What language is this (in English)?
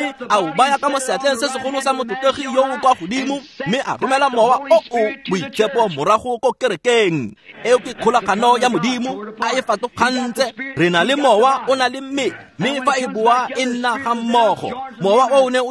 Tswana